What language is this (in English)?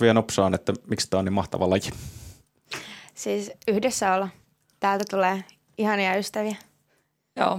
Finnish